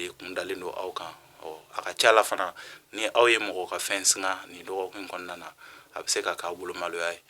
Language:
Bambara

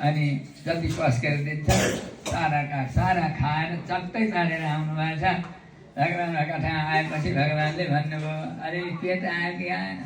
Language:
Nepali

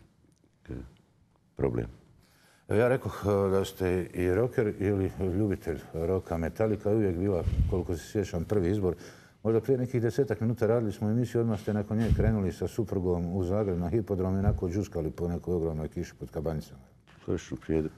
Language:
Bosnian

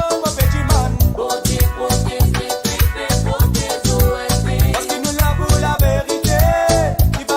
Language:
Morisyen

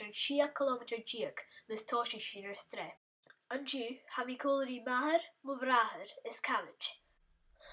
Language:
Scottish Gaelic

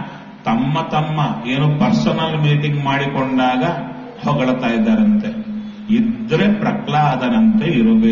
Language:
Kannada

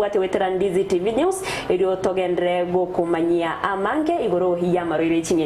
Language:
Gusii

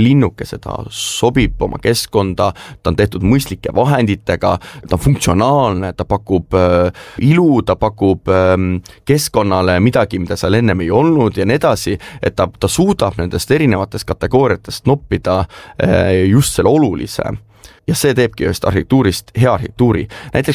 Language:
Estonian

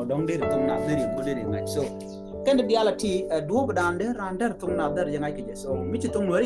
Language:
Nuer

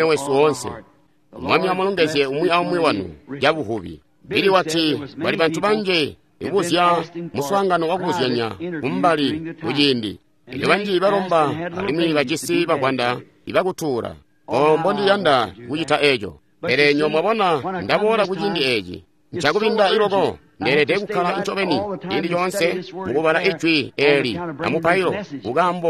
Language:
Tonga (Zambia)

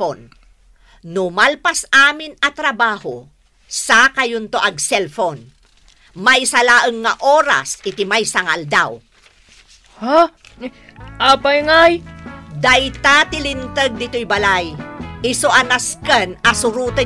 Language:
Iloko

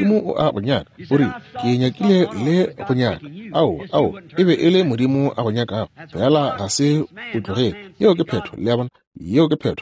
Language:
Northern Sotho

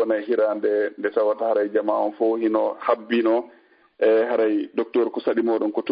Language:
Fula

